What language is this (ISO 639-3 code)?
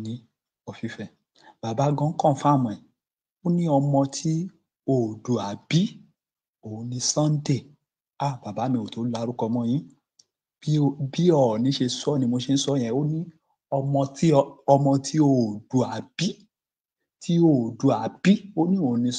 yor